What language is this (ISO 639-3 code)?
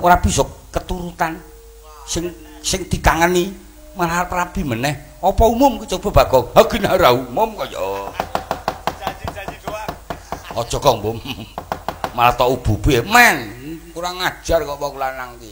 jav